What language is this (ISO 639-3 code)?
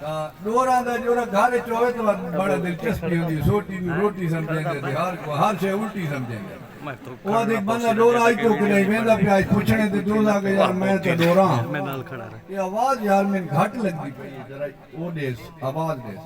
skr